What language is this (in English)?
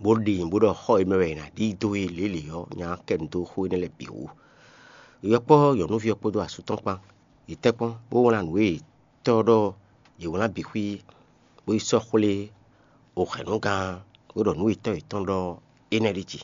Fon